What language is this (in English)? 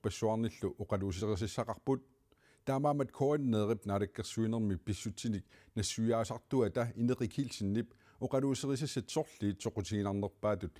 Kalaallisut